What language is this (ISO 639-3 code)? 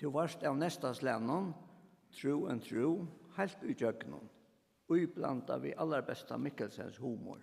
fao